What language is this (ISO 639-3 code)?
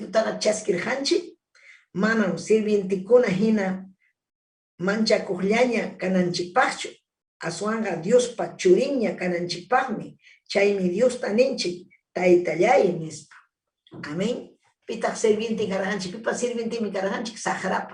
quy